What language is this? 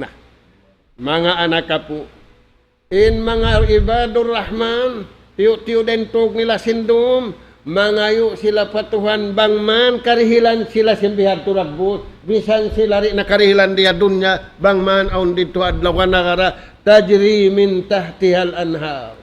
Tausug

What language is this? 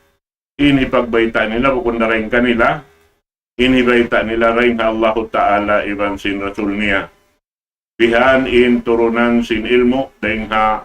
Tausug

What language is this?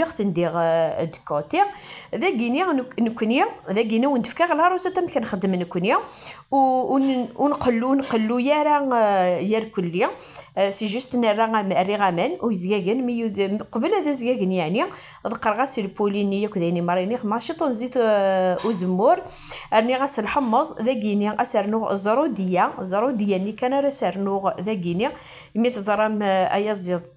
Kabyle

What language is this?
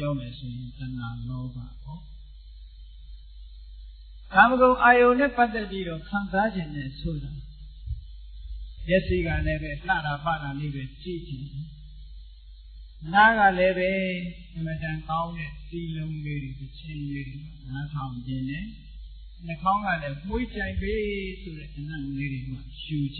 Burmese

